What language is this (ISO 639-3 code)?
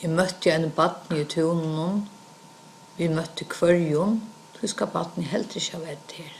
fao